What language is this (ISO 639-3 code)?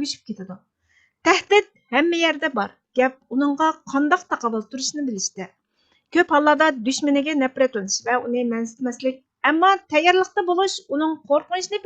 uig